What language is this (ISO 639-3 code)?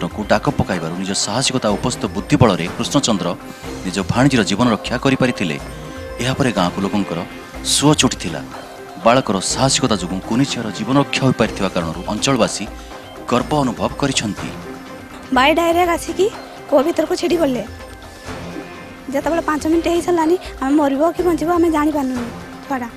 ori